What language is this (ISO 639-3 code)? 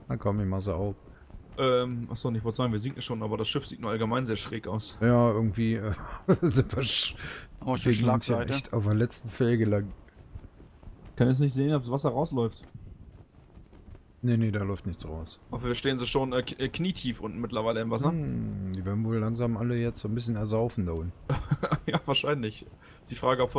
deu